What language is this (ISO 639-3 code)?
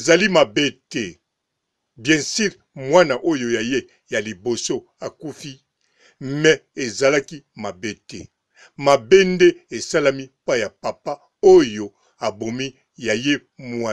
lin